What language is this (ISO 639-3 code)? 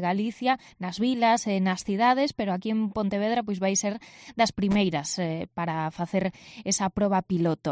glg